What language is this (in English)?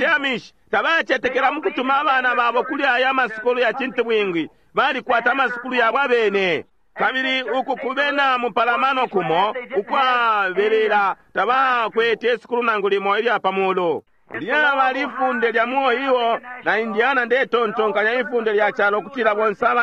Bemba